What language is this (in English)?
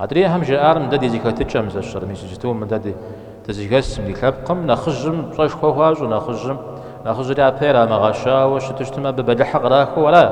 Kabardian